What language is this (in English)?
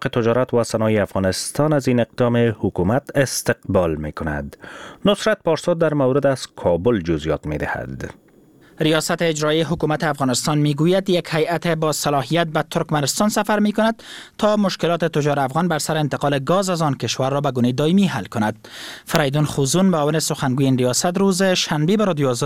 Persian